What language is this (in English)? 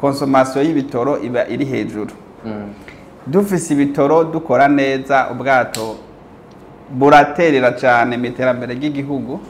Rundi